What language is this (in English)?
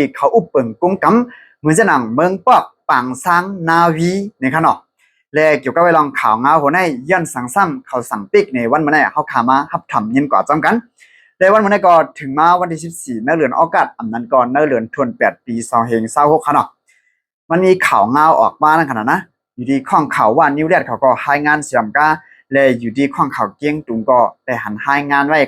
Shan